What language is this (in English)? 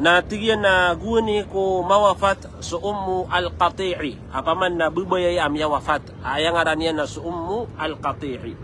Maranao